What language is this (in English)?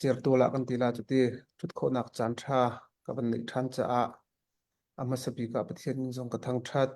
Hakha Chin